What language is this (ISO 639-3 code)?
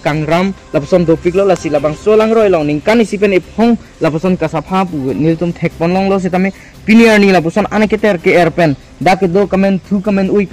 mjw